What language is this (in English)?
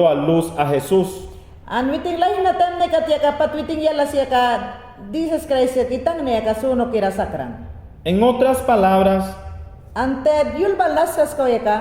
Mayangna